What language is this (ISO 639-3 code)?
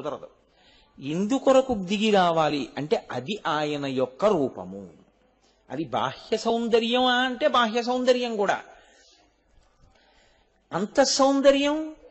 tel